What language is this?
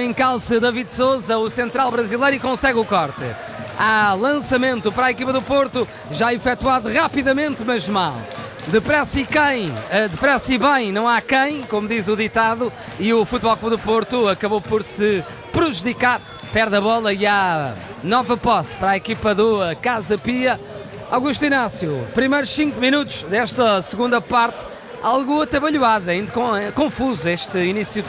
Portuguese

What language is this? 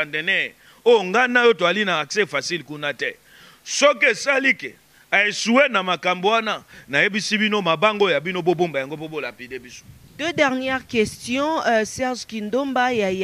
Lingala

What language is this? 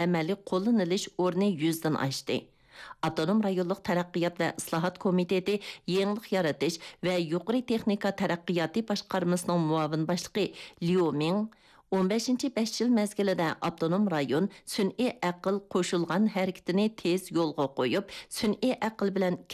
Uyghur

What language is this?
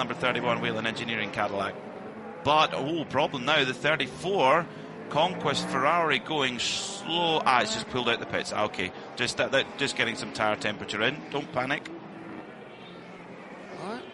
English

